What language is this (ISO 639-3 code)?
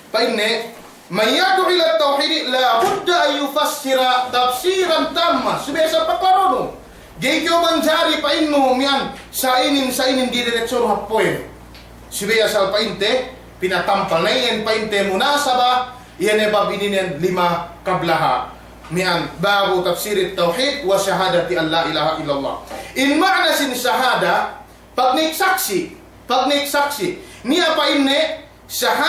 yka